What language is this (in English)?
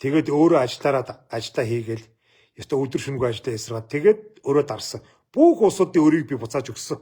Mongolian